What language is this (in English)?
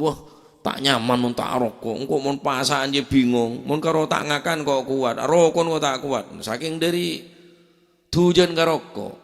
Madurese